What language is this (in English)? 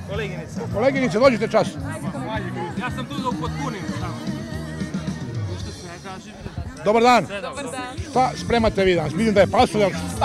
Serbian